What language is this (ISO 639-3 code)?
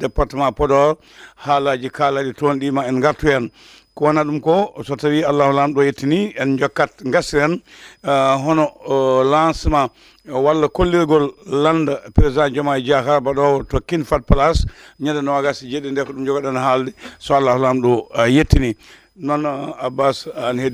ful